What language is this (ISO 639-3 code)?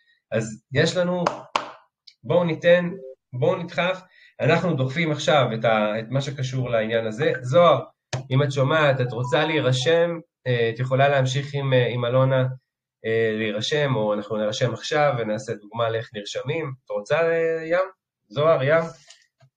heb